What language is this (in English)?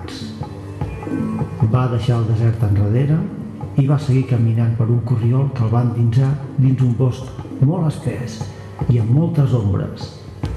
Catalan